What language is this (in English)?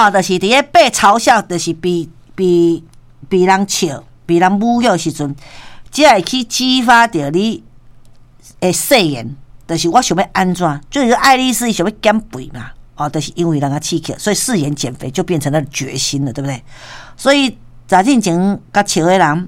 Min Nan Chinese